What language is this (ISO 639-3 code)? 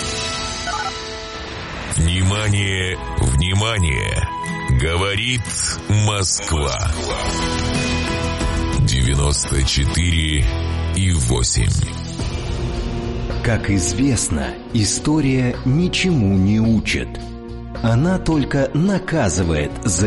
rus